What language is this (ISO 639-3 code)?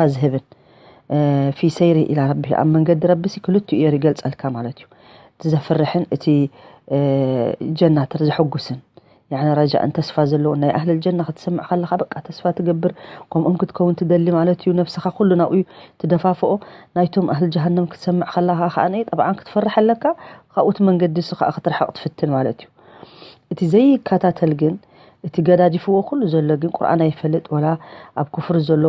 tir